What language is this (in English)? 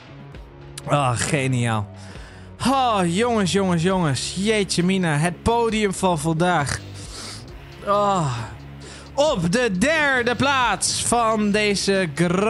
Dutch